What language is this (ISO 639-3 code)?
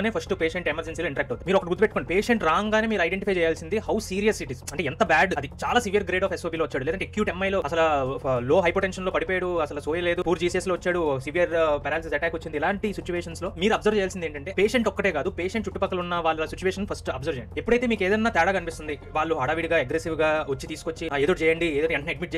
tel